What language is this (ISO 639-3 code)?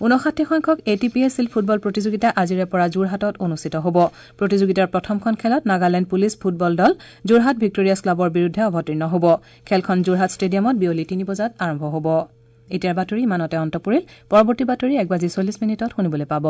asm